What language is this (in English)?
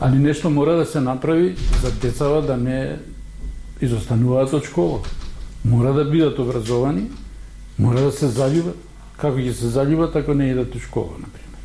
Macedonian